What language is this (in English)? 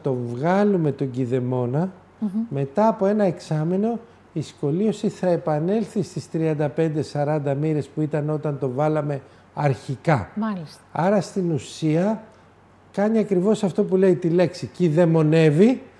Greek